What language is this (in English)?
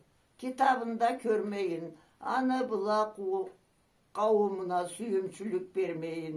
Karachay-Balkar